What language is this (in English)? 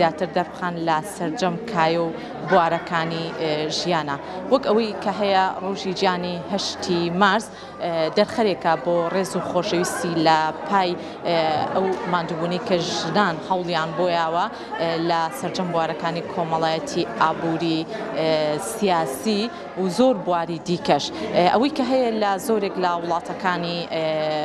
Central Kurdish